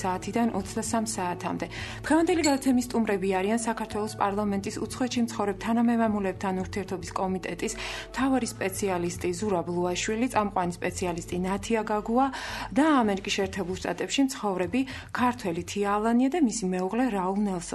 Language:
Georgian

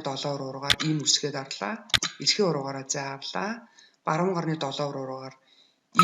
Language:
Mongolian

